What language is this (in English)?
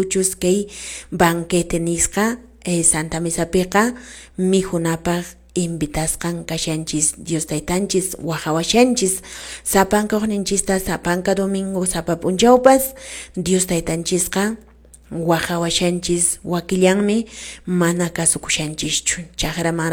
Quechua